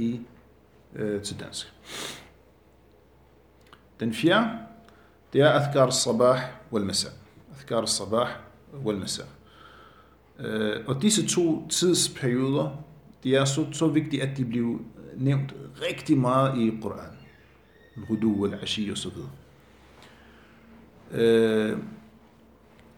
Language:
Danish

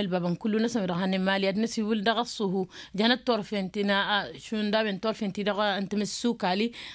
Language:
Tamasheq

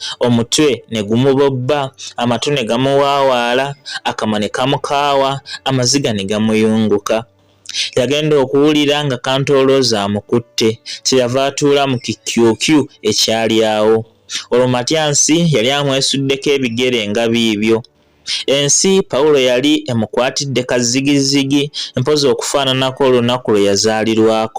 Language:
Ganda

